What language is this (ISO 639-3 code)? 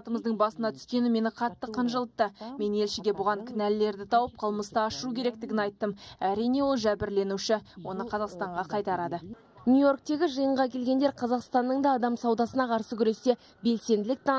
kaz